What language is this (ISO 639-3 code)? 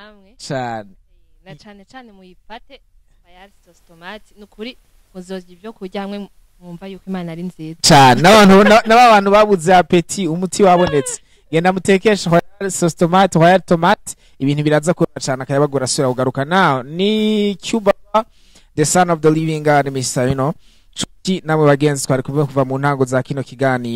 run